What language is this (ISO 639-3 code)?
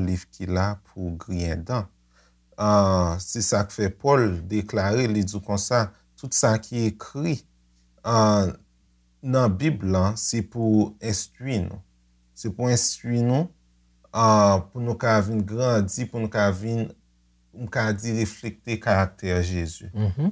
hat